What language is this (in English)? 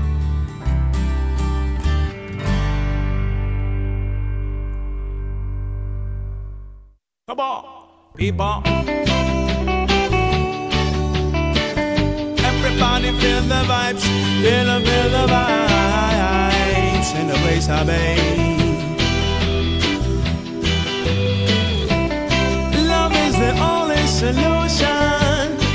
Greek